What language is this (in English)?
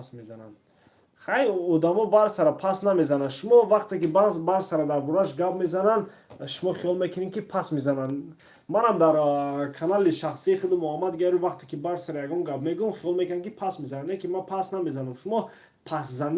Tajik